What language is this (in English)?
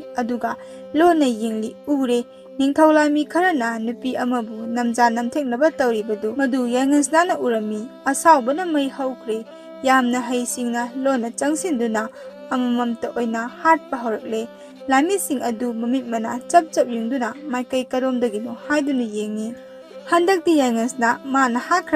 Manipuri